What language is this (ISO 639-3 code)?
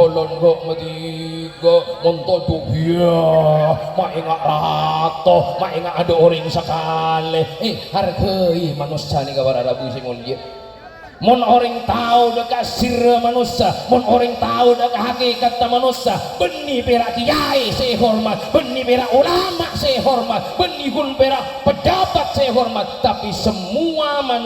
mad